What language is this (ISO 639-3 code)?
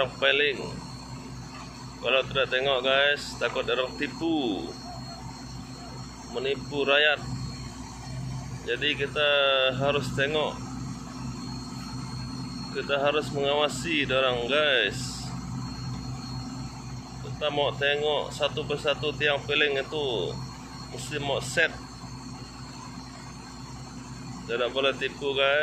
msa